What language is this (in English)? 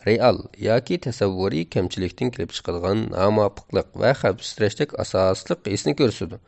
Uyghur